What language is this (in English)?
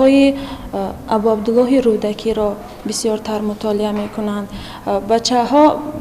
Tajik